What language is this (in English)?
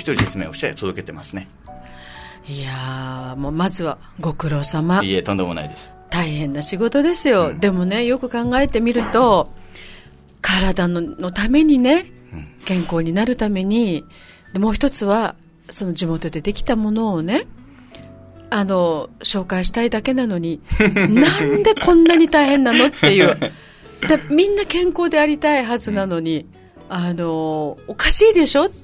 Japanese